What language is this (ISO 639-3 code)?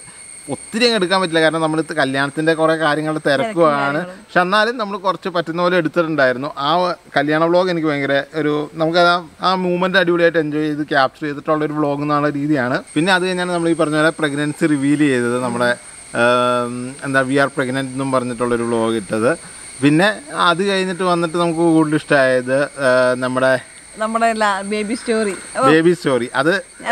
mal